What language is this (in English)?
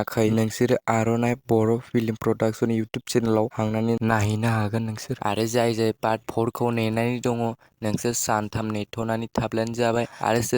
Bodo